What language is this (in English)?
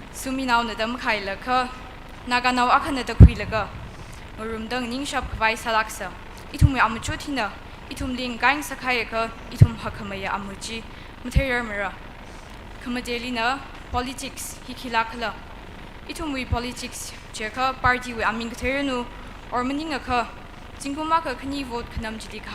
Tangkhul Naga (India)